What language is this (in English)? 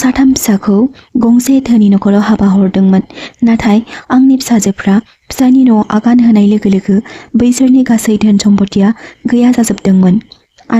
Bodo